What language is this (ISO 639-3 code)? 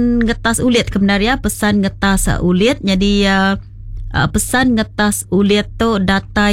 iba